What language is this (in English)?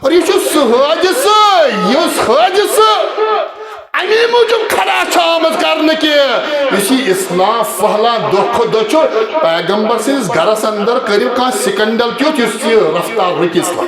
Kashmiri